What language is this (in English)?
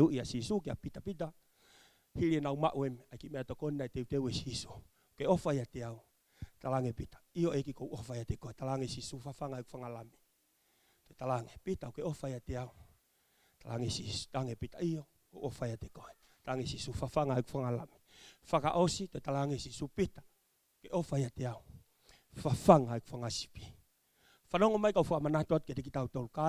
Tongan